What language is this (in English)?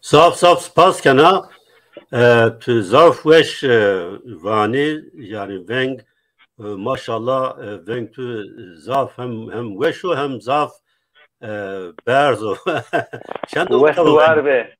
Zaza